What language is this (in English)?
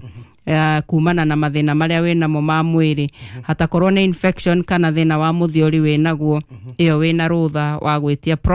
Kikuyu